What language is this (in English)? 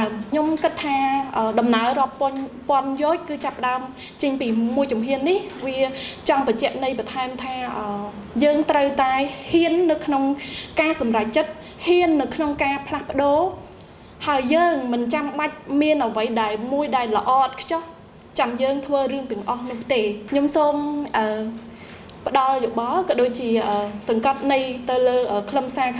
Khmer